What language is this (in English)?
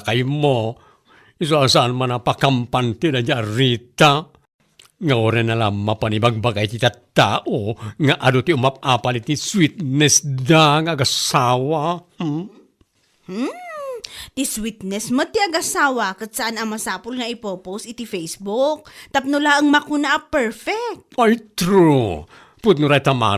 Iloko